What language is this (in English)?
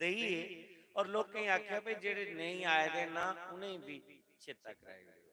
Dogri